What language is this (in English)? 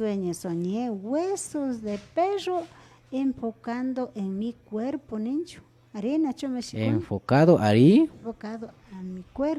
Imbabura Highland Quichua